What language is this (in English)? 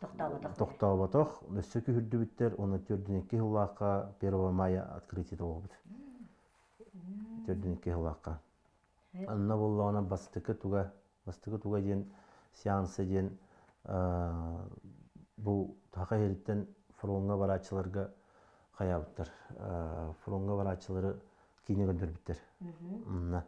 Yakut